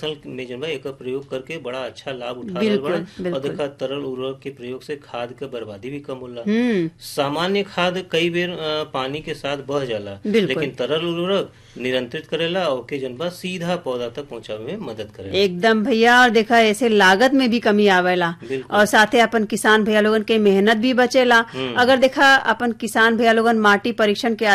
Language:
Bhojpuri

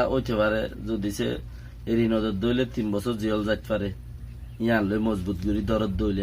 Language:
Rohingya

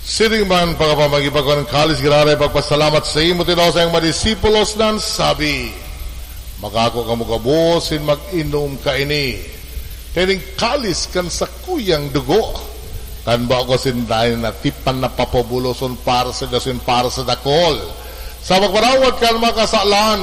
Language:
Bikol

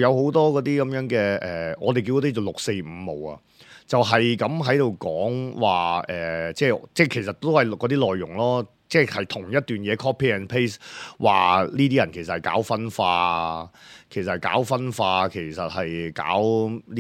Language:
Cantonese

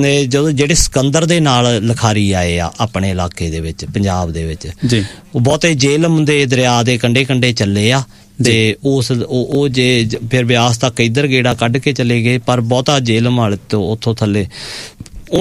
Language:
Punjabi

